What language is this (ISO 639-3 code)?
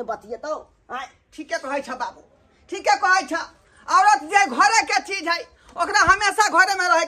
mai